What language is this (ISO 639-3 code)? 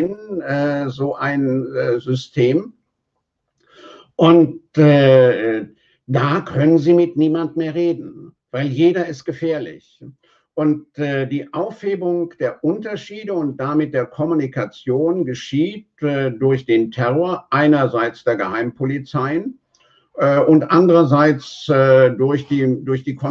deu